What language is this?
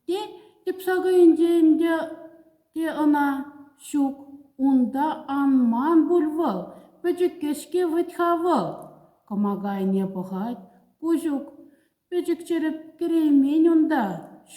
Chuvash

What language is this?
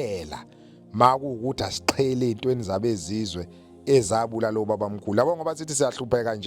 Zulu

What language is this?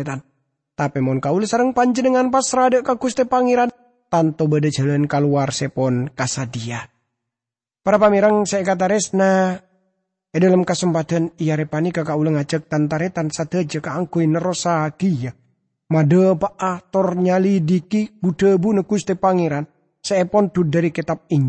Madurese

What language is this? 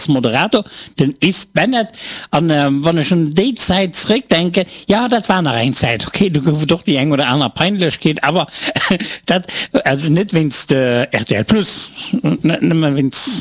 Luxembourgish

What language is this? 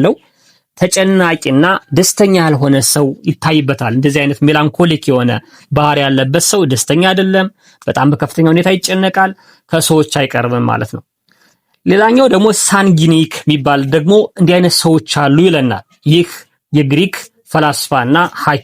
Amharic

